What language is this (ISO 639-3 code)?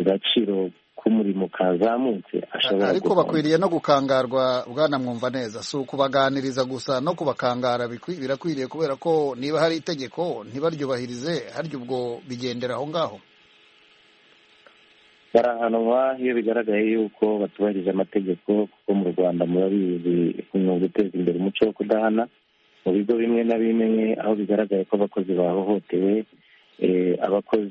kin